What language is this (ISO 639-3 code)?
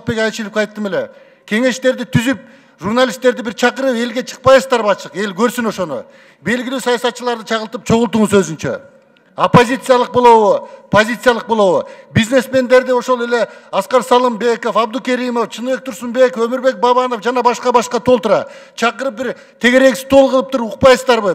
kir